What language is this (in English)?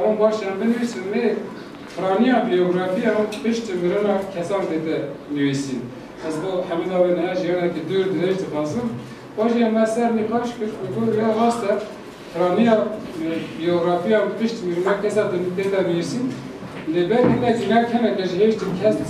Kurdish